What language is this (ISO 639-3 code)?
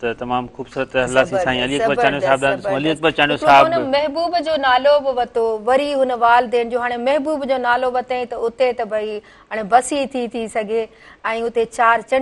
snd